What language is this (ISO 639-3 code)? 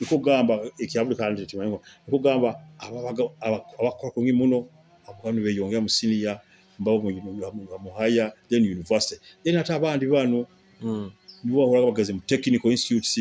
nyo